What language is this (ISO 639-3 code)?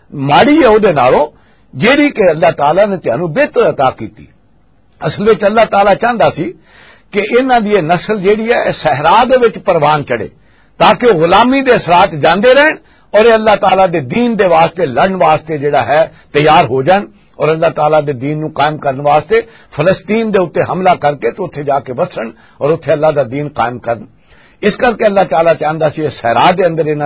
lah